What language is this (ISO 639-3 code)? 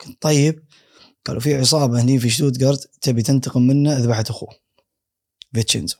afb